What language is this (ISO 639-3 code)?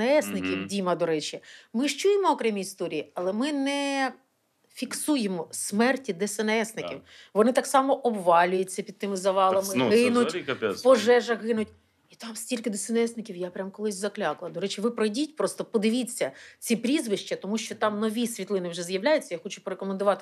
ukr